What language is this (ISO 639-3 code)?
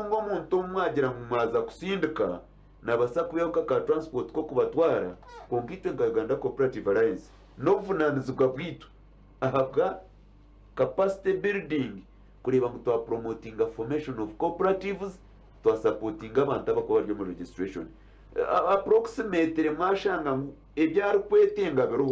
nyn